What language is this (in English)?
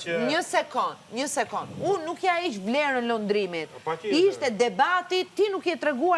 Albanian